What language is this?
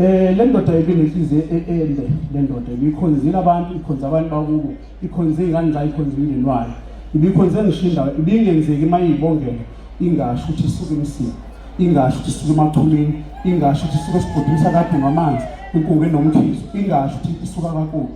Zulu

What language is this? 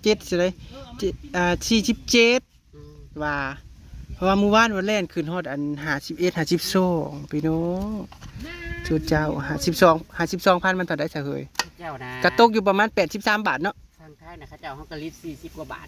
Northeastern Thai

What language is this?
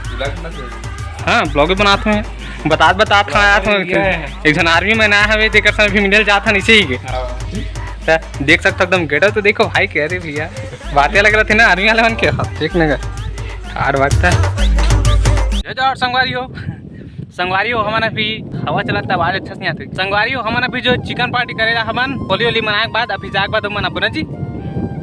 Chhattisgarhi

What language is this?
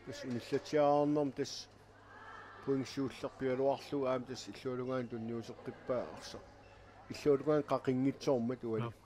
Kalaallisut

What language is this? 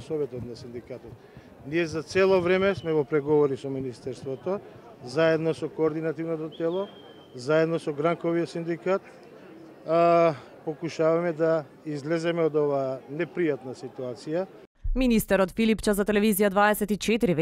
Macedonian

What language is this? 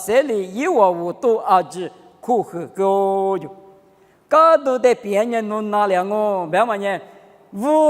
Lisu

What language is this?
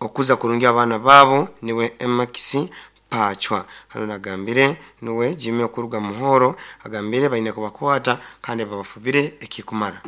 Nyoro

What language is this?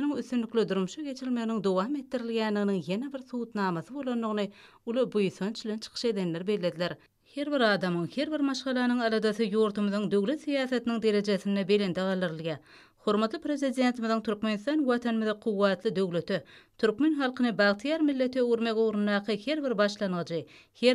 Turkmen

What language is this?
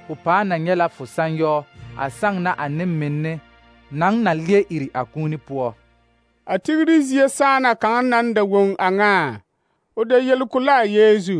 Southern Dagaare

